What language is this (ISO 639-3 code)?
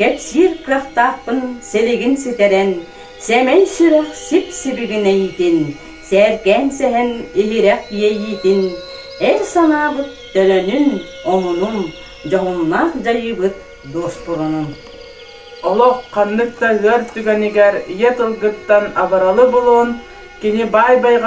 sah